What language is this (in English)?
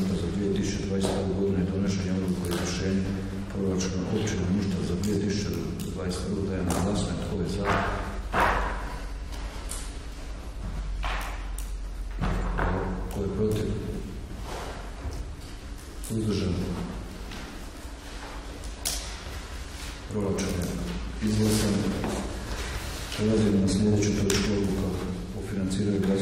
Croatian